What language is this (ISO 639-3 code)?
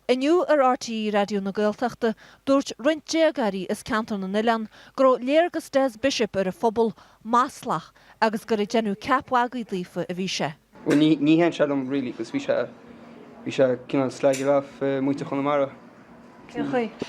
gle